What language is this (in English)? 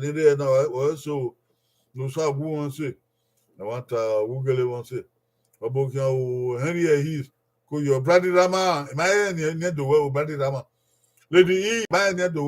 Bini